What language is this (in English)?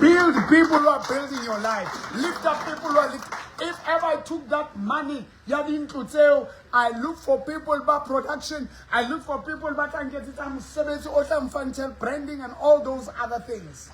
Southern Sotho